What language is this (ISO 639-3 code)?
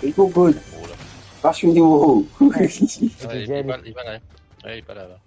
mfe